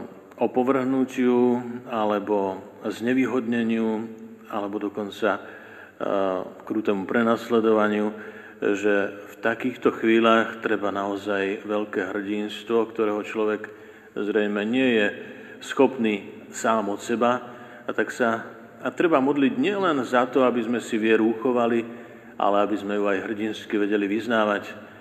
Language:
Slovak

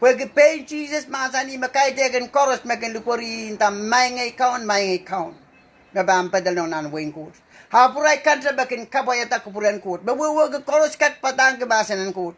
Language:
Pohnpeian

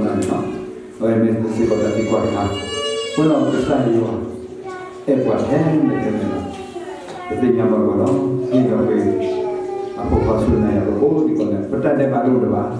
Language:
S'gaw Karen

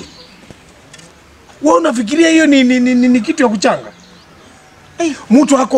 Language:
Swahili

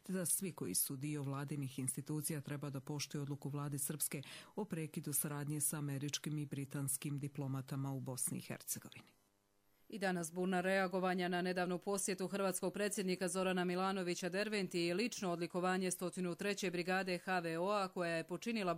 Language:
Croatian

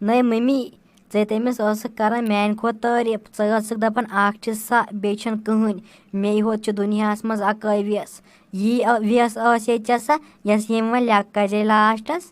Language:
Kashmiri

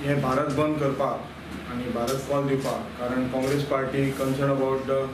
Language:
Konkani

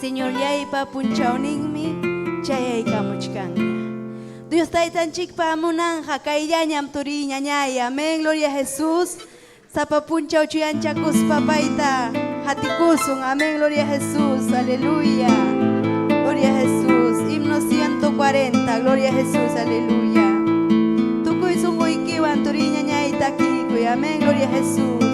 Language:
Ayacucho Quechua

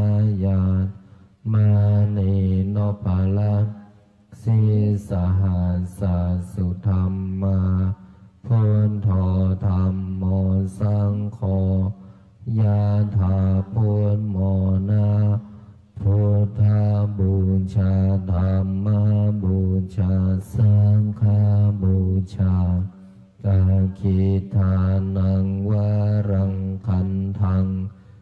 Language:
Pali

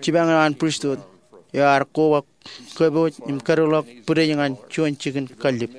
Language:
Marshallese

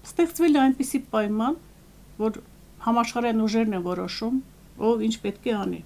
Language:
Armenian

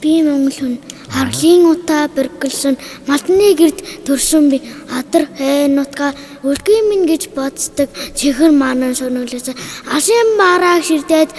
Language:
Mongolian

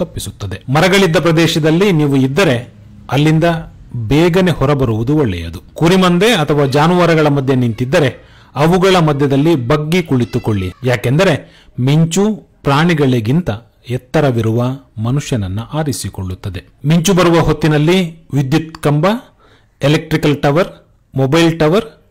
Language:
Kannada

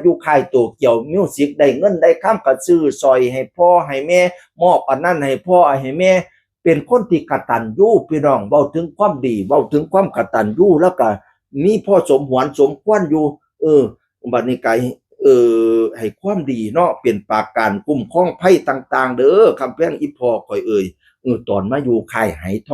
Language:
Northeastern Thai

